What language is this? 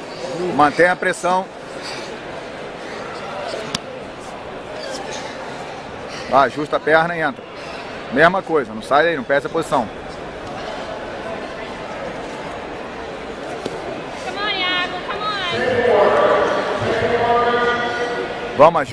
Portuguese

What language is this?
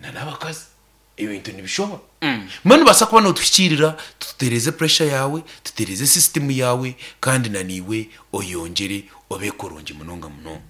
Nyankole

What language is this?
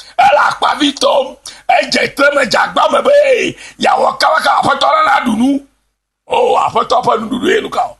Ewe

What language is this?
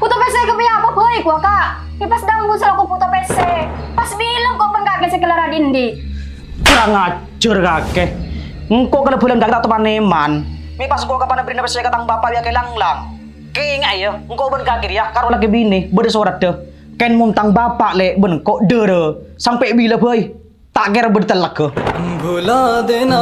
Madurese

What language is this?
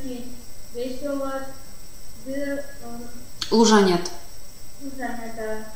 Erzya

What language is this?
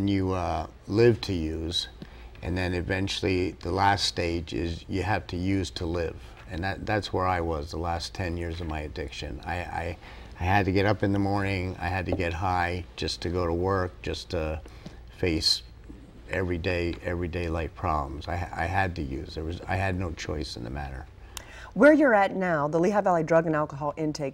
English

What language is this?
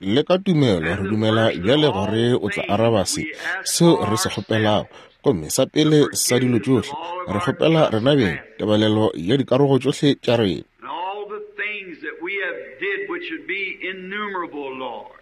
Northern Sotho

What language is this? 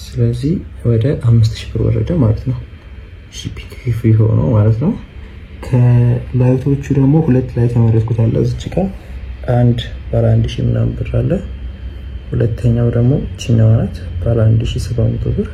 Amharic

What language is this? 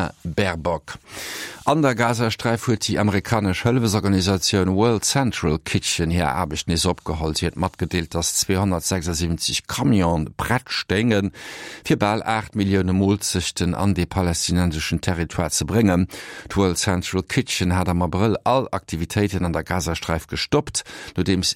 Luxembourgish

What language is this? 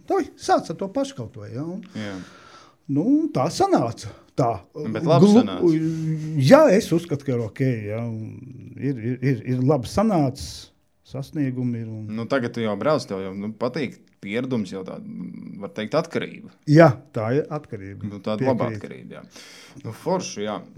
Latvian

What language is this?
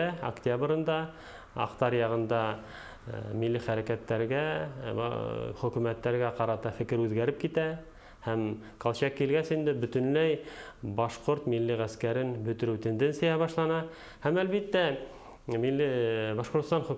Bashkir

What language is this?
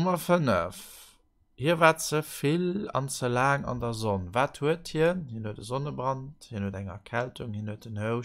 Luxembourgish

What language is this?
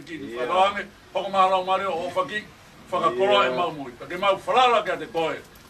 Tongan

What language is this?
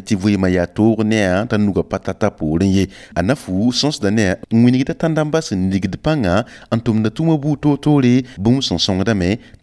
Mossi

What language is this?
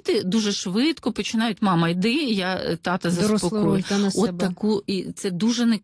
Ukrainian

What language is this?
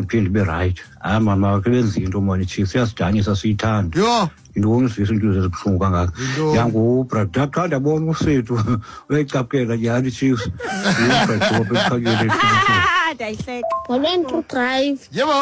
Xhosa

